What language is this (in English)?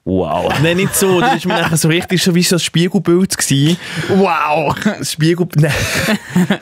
Swiss German